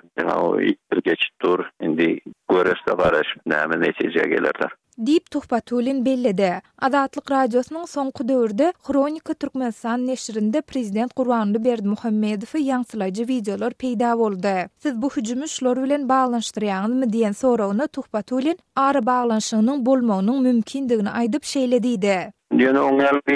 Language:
Turkmen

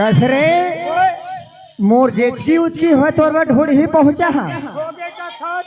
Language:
Chhattisgarhi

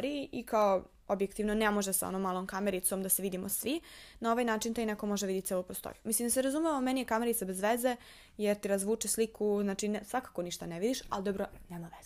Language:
Serbian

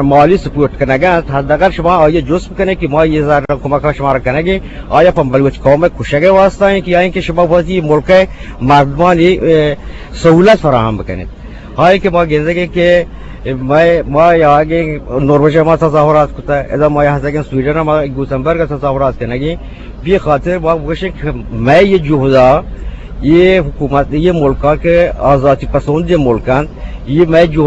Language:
Eastern Balochi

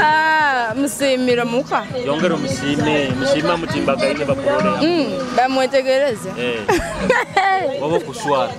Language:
Nyoro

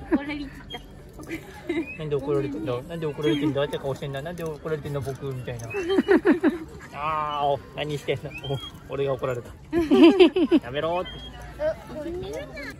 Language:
Japanese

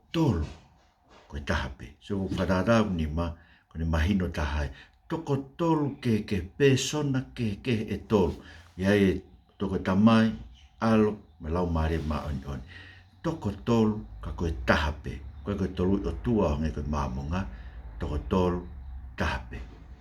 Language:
Tongan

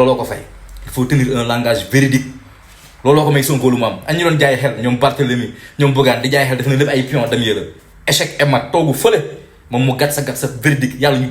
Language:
Wolof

